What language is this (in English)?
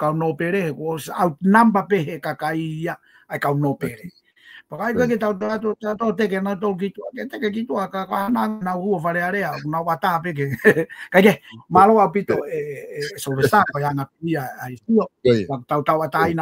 Tongan